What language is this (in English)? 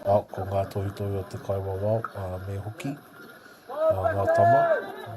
Māori